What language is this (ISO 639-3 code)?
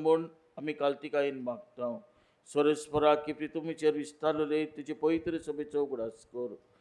kok